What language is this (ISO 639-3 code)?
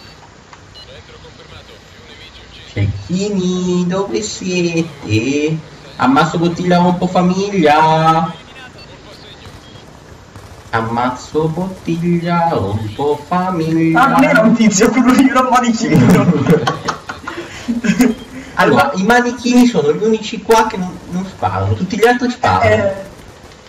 ita